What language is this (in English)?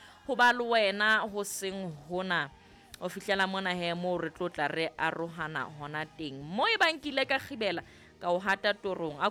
Southern Sotho